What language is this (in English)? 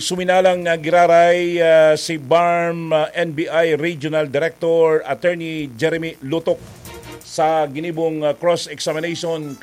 Bikol